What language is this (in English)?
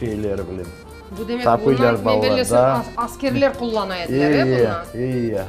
Crimean Tatar